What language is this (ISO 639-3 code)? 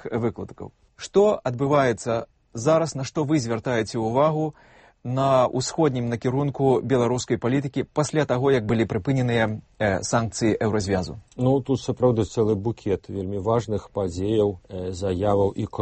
bel